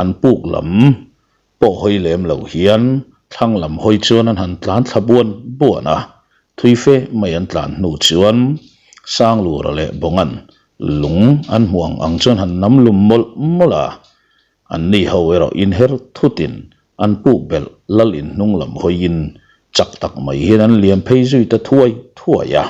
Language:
Mizo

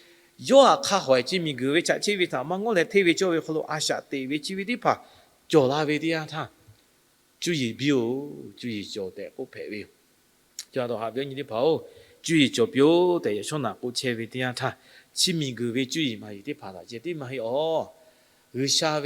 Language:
Lahu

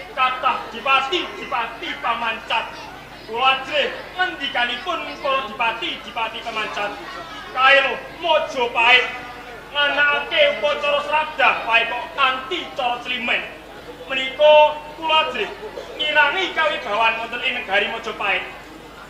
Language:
Javanese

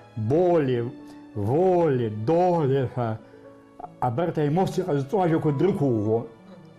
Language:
Abkhazian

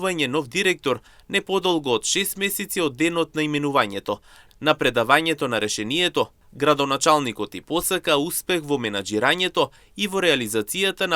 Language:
Macedonian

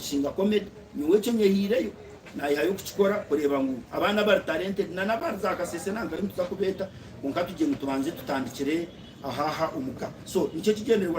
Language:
Nyankole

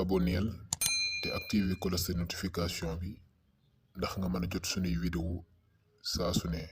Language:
Wolof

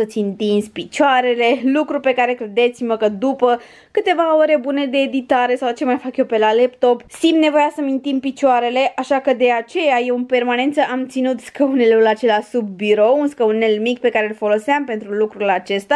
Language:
Romanian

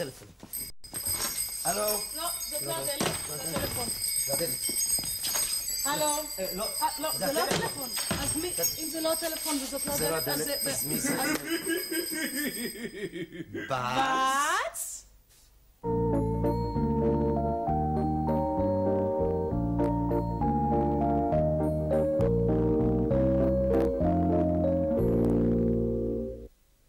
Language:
Hebrew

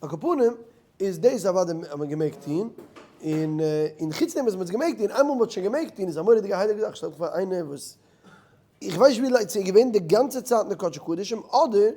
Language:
Yiddish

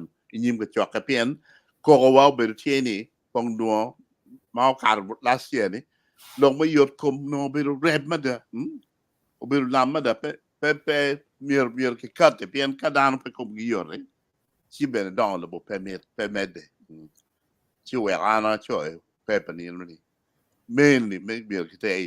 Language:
Acoli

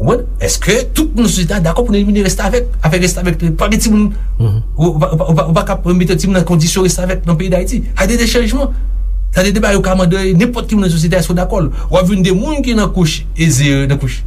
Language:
Haitian Creole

